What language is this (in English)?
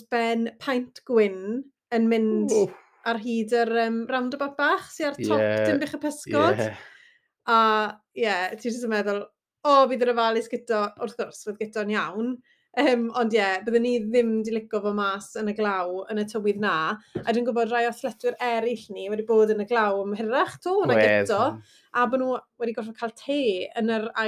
Welsh